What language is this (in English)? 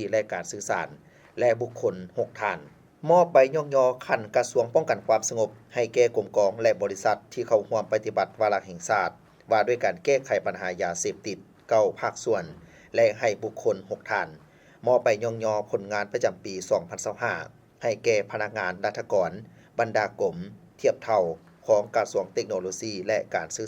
Lao